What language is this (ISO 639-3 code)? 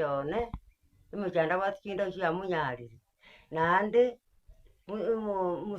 guz